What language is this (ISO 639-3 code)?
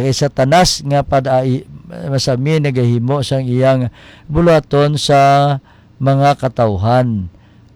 hil